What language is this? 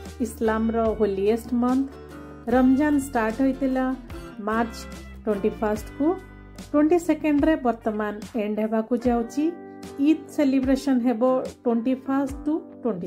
Odia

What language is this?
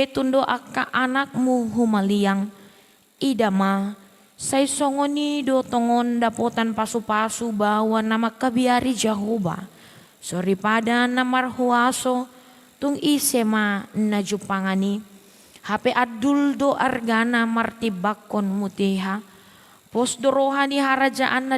Batak Toba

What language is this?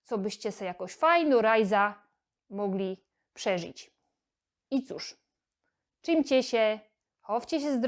Silesian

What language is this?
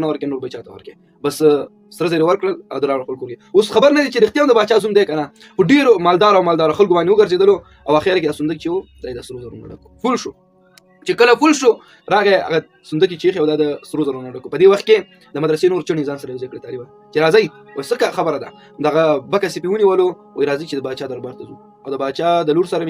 Pashto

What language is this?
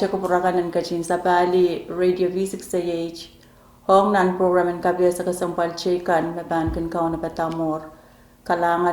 Pohnpeian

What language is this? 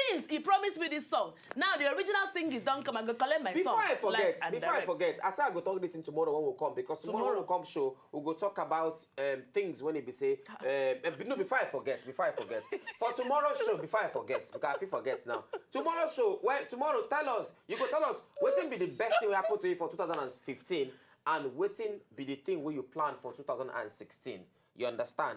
Nigerian Pidgin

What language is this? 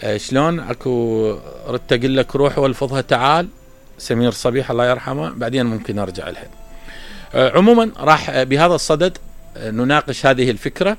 Mesopotamian Arabic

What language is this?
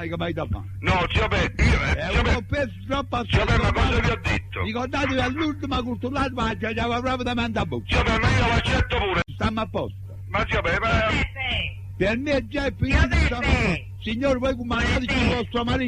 Neapolitan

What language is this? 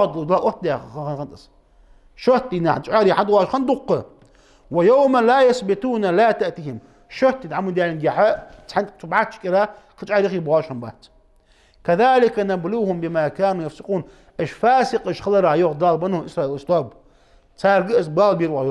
Ingush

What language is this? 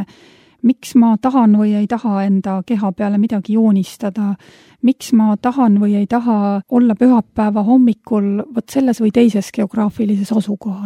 Estonian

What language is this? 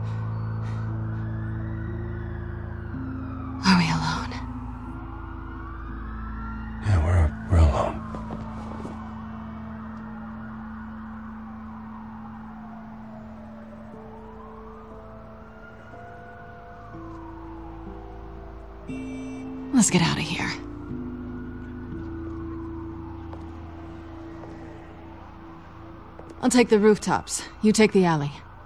English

